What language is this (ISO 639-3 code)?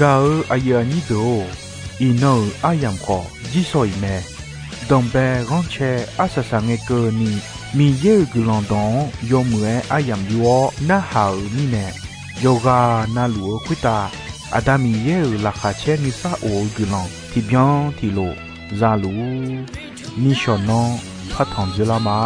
ahk